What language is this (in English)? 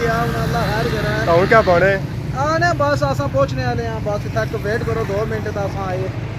Pahari-Potwari